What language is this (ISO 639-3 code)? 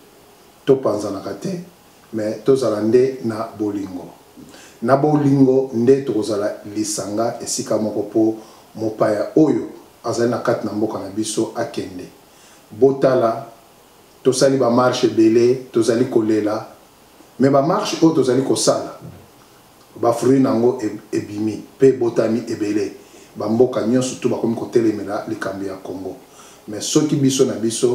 lin